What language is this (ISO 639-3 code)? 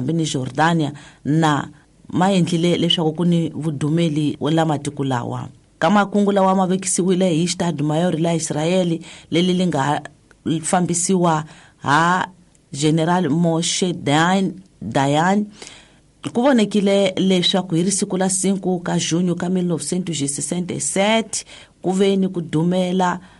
tso